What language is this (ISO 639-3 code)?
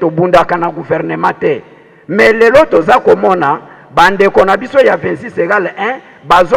lin